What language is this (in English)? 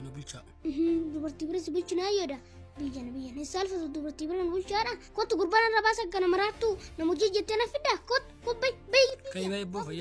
Oromo